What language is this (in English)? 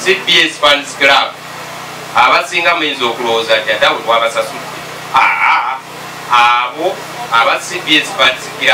Ganda